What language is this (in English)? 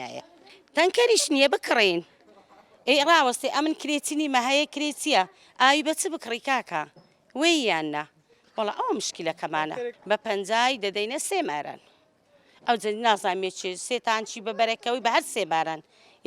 Central Kurdish